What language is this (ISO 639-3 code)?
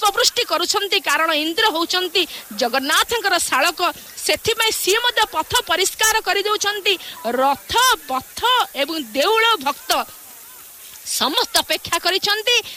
ori